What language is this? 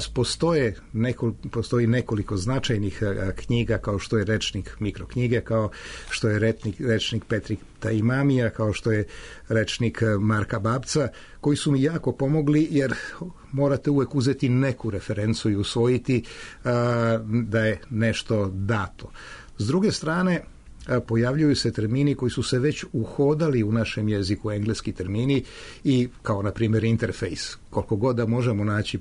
Serbian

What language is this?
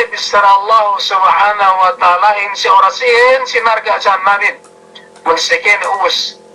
Yakan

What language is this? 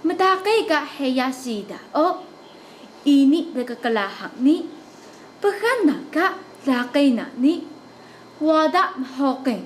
Taroko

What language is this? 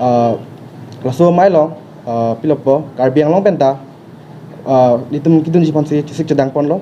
Karbi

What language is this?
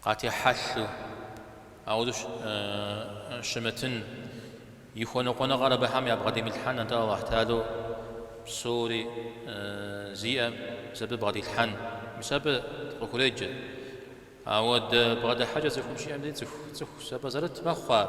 Kabardian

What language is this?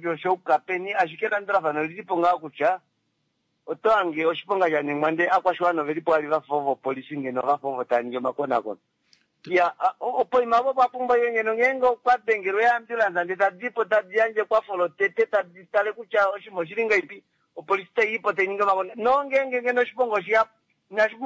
Kuanyama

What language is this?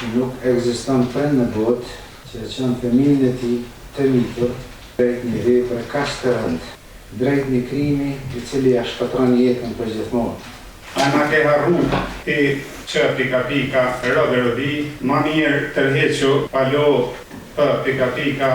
Albanian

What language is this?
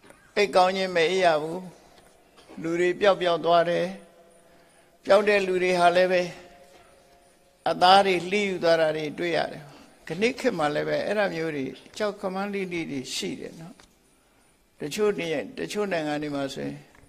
Burmese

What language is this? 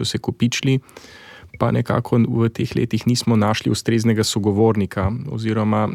Slovenian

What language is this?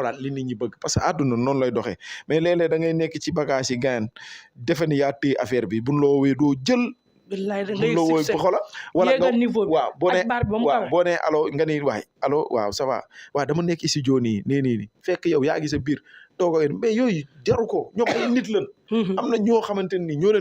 Wolof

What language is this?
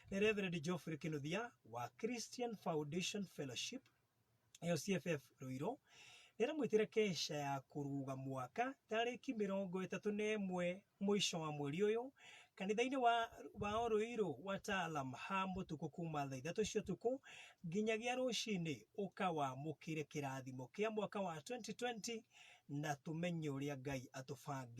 Kikuyu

